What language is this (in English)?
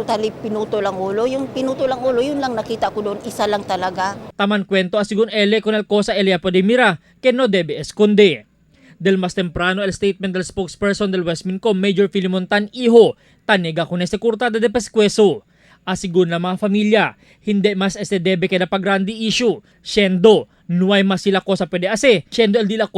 Chavacano